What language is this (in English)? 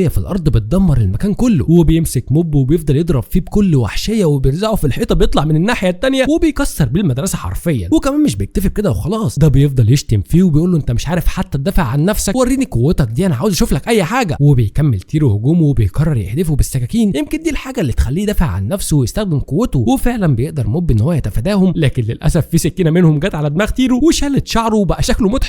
Egyptian Arabic